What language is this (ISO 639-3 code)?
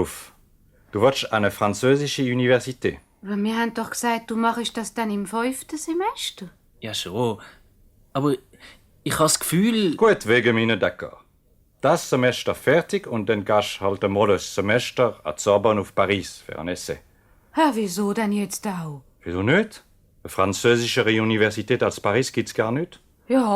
gsw